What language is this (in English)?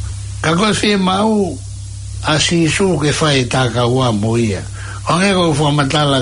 Tongan